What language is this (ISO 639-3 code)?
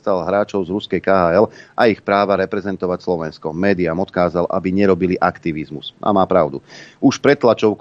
slk